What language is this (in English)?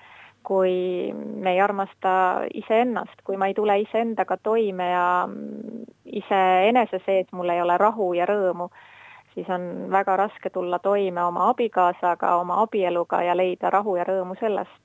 Estonian